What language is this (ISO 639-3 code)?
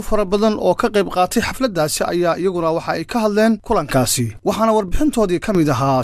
som